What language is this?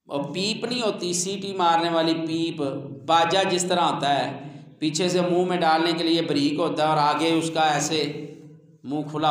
Urdu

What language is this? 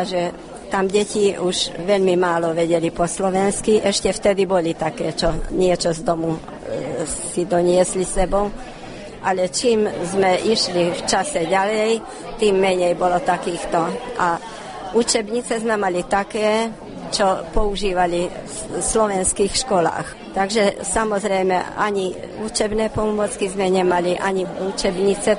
Slovak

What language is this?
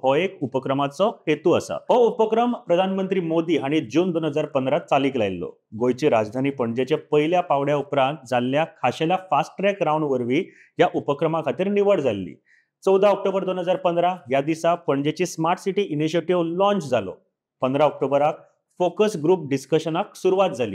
Konkani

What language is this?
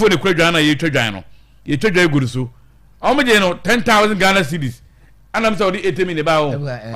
Akan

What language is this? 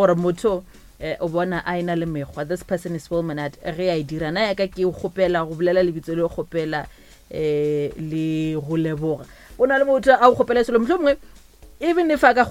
Northern Sotho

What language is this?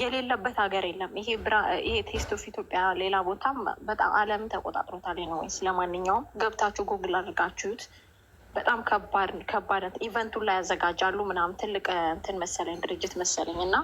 Amharic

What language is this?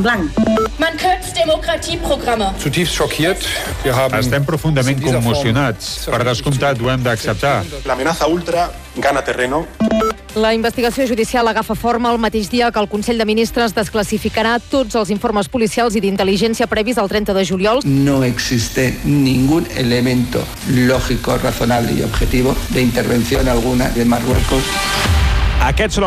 Catalan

